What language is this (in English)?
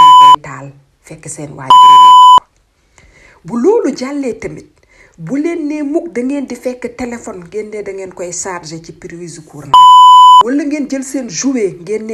Wolof